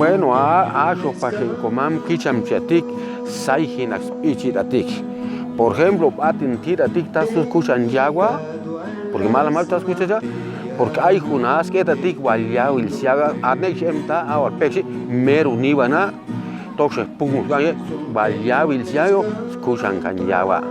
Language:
Chuj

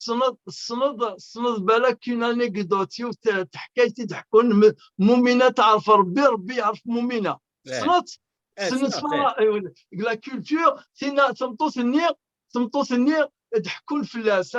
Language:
Kabyle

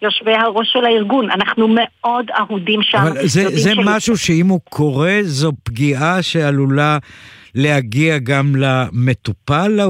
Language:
Hebrew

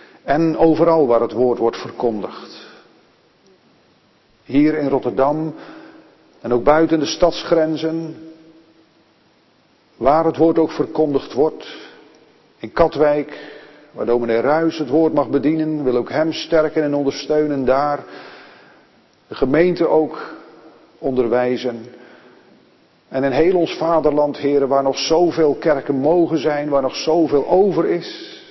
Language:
Dutch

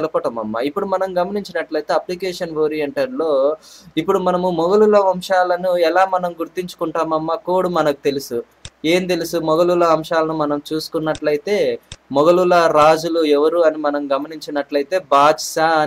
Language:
Telugu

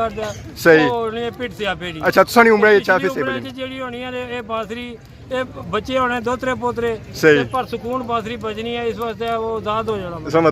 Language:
Pahari-Potwari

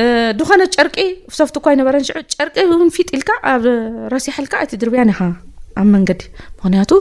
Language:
Tigrinya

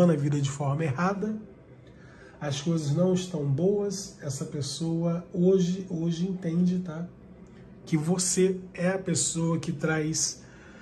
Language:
Portuguese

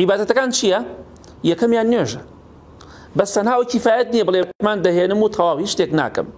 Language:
Central Kurdish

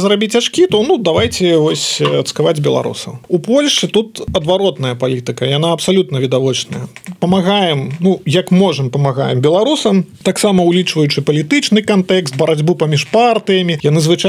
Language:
Belarusian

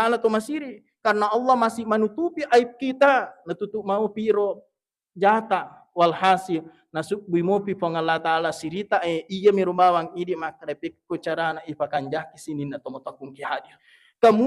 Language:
Buginese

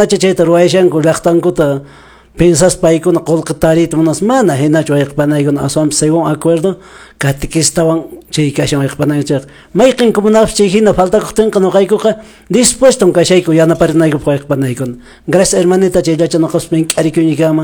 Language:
Quechua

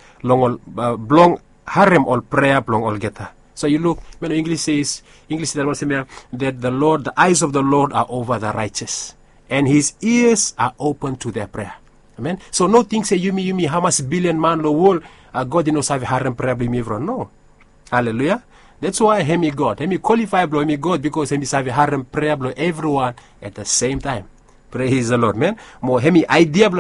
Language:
Bislama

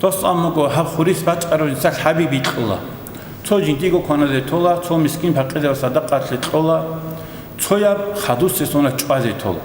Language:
Avaric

